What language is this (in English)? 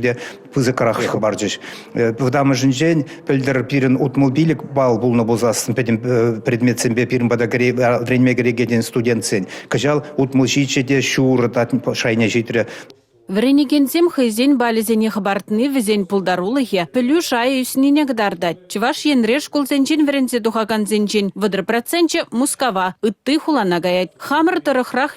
Chuvash